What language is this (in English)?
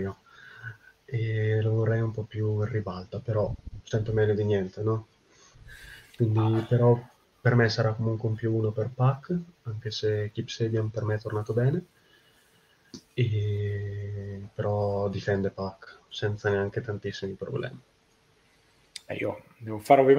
Italian